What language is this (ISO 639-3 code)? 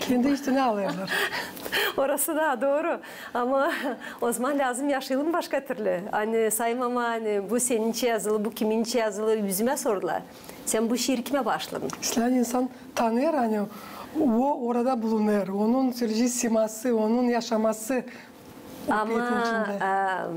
gag